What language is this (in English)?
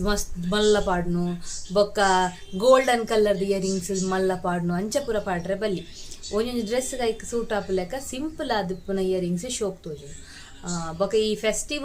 Tulu